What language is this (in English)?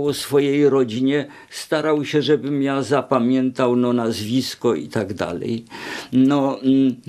Polish